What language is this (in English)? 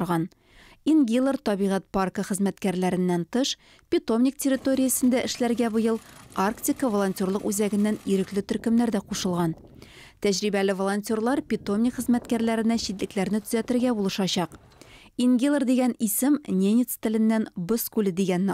Tatar